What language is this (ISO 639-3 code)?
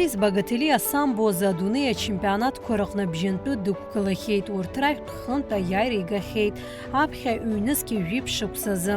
abk